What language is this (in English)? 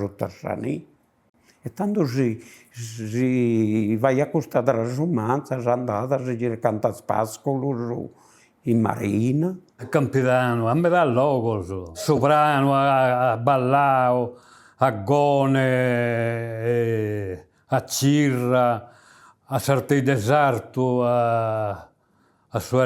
Sardinian